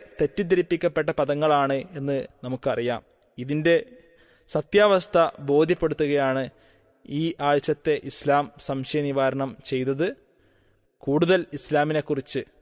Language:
Malayalam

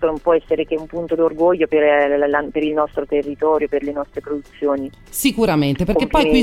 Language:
Italian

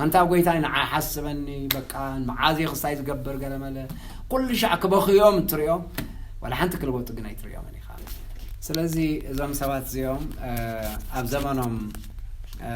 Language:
Tigrinya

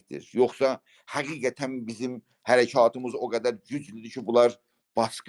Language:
South Azerbaijani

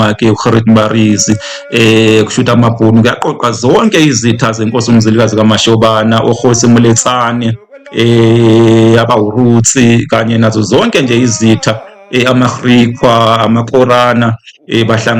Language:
Zulu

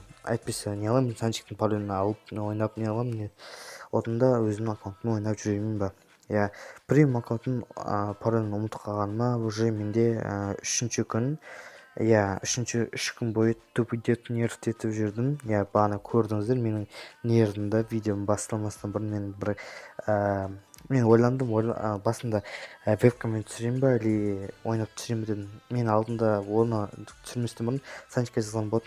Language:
Kazakh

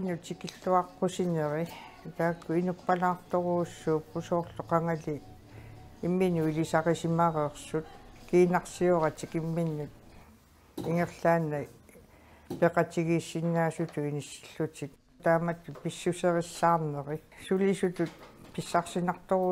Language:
Kalaallisut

